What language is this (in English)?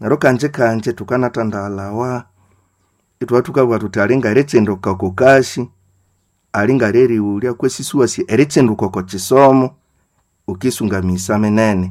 Nande